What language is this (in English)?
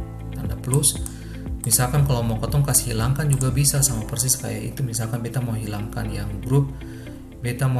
Ambonese Malay